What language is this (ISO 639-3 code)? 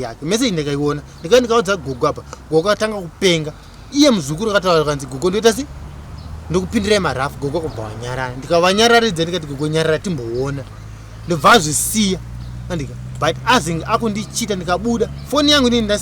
sna